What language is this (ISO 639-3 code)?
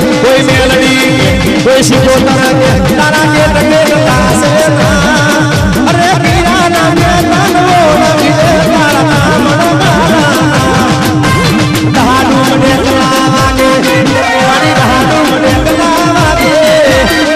guj